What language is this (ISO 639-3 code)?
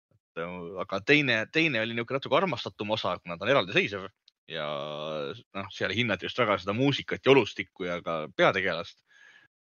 est